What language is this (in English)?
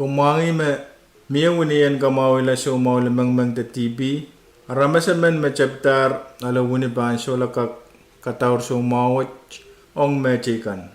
Pohnpeian